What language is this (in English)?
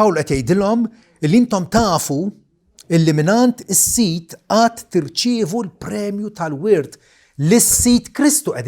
Maltese